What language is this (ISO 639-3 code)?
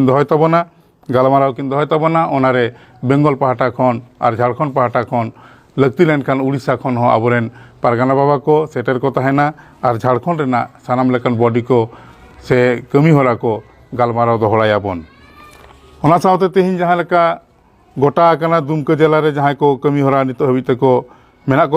sat